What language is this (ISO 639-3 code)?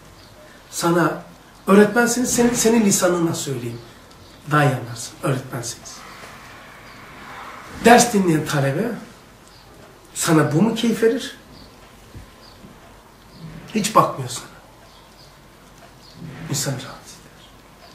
tur